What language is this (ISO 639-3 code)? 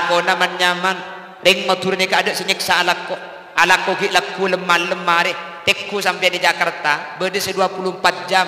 mad